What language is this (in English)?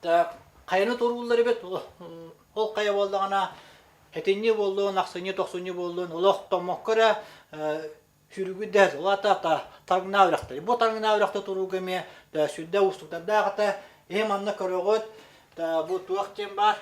Yakut